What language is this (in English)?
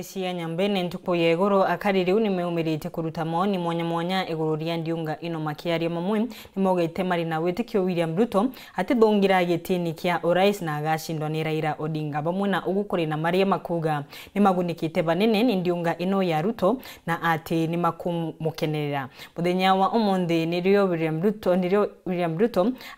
Meru